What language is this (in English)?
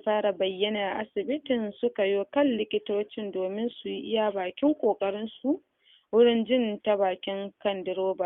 Hausa